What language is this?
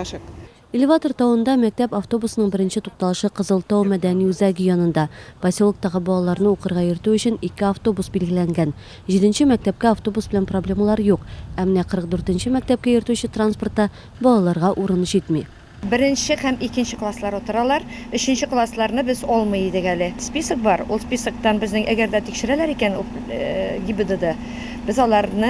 Tatar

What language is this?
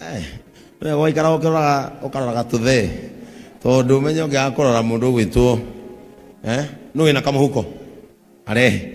Kikuyu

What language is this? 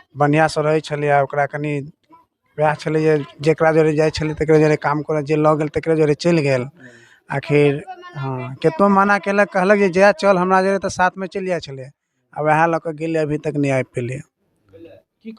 Maithili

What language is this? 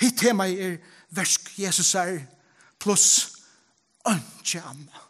Faroese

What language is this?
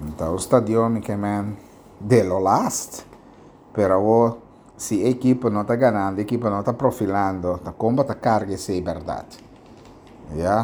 Papiamento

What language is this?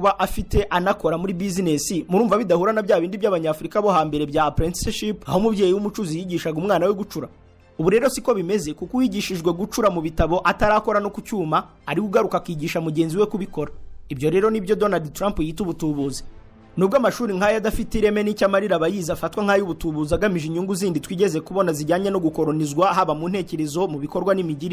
Kinyarwanda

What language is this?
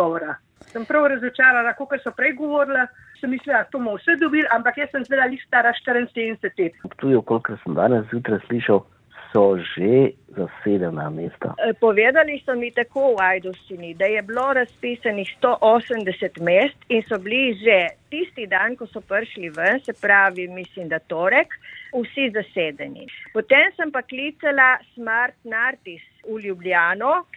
Slovenian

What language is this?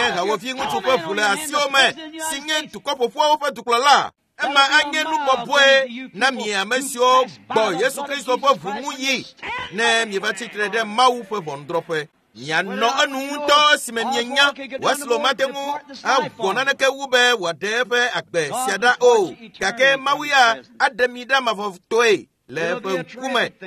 Ewe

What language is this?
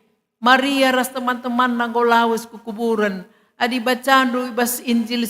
Batak Karo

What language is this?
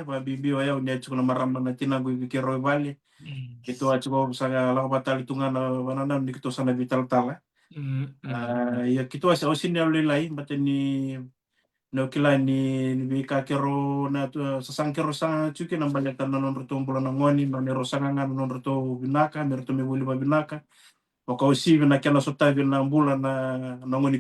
Fijian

